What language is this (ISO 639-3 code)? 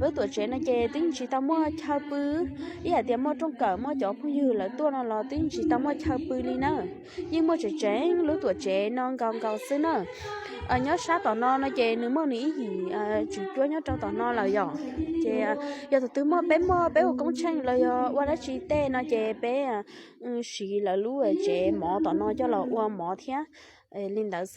hmn